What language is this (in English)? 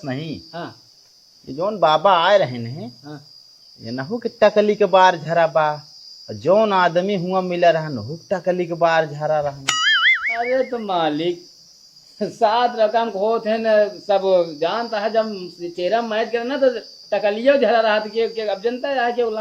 Awadhi